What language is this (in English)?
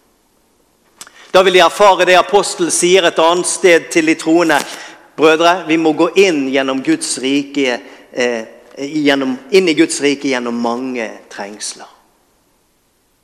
Norwegian